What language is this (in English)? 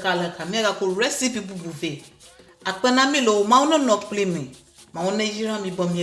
Ewe